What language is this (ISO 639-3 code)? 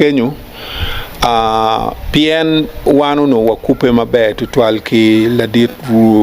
ach